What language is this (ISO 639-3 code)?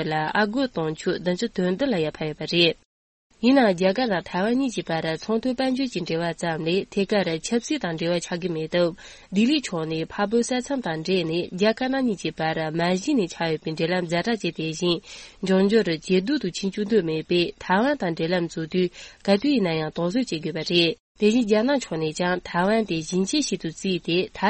bod